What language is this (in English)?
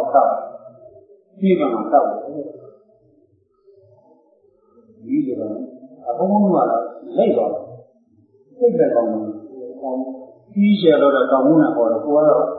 Burmese